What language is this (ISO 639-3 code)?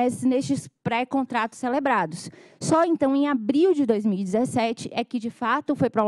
por